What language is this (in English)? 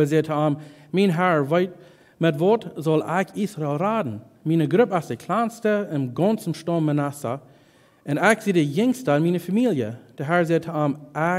Plautdietsch